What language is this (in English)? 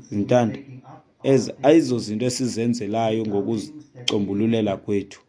Xhosa